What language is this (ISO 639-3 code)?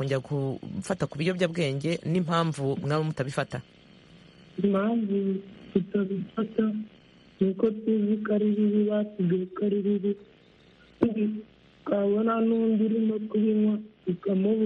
kin